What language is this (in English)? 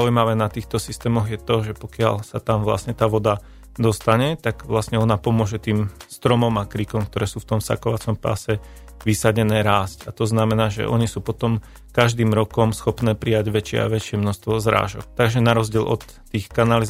Slovak